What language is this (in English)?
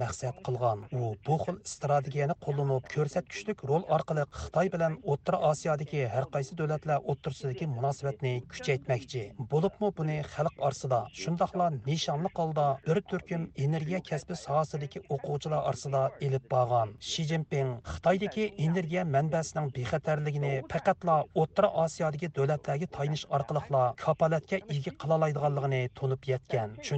Uyghur